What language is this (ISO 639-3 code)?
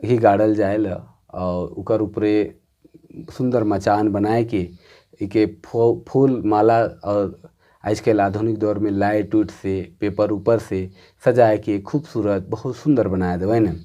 sck